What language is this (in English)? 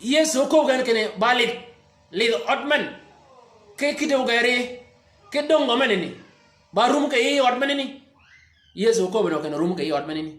Shilluk